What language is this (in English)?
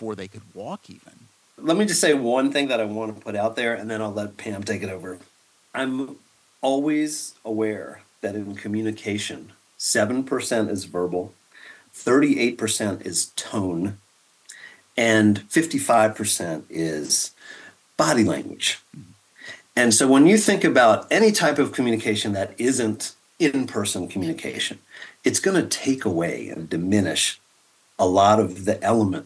English